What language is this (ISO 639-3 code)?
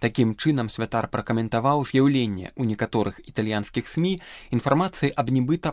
bel